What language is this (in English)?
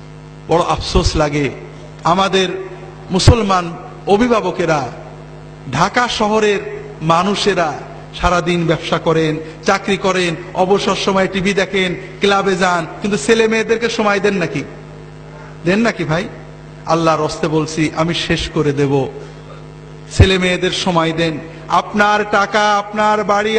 Bangla